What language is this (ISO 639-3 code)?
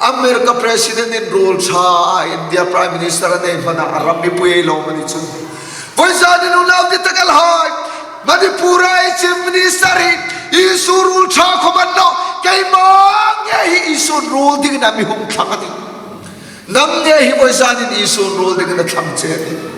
hmr